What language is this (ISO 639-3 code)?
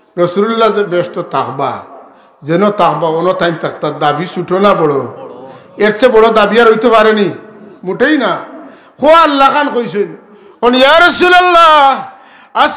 syl